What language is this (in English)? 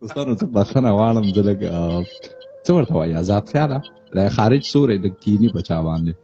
Pashto